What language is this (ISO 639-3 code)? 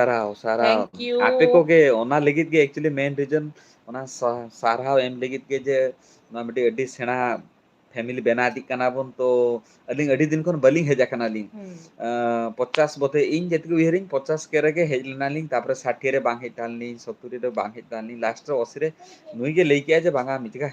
sat